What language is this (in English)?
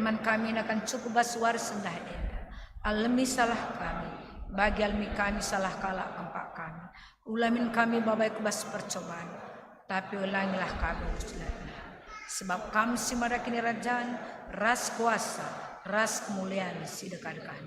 Batak Karo